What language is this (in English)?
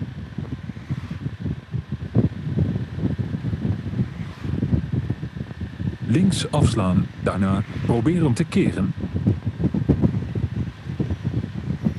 Dutch